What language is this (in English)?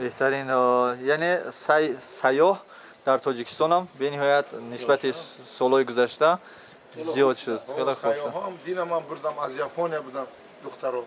Tajik